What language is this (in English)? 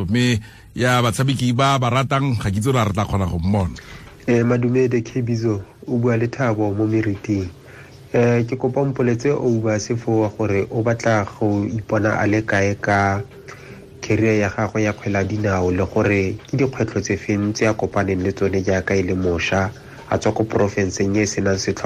Tswana